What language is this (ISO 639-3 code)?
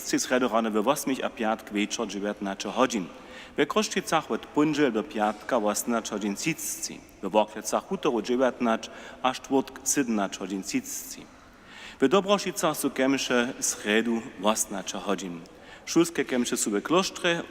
hsb